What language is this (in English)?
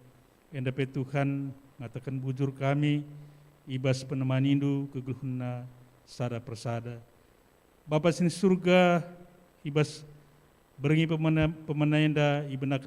Batak Karo